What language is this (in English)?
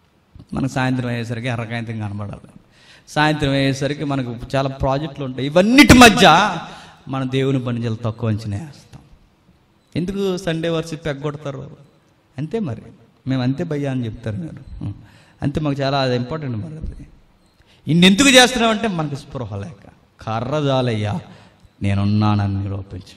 Telugu